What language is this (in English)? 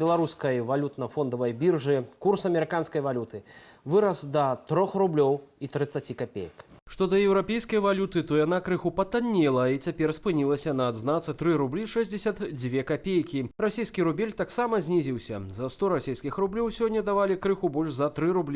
Belarusian